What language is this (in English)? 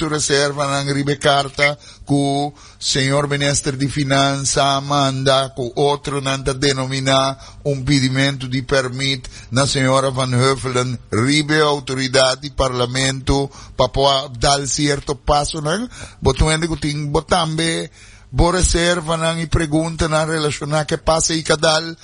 Papiamento